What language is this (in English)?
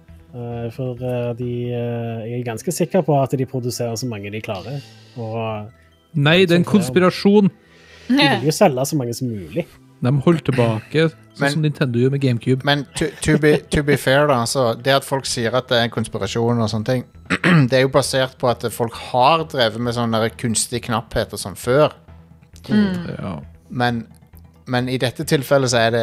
Norwegian